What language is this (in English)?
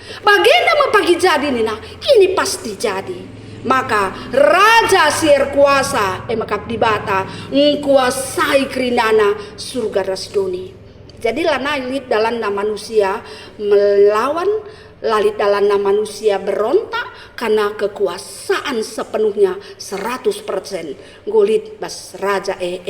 Batak Karo